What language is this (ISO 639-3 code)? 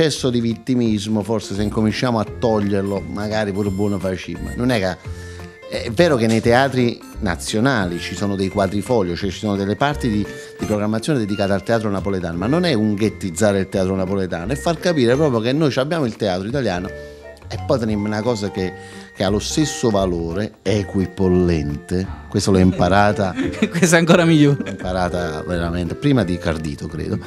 ita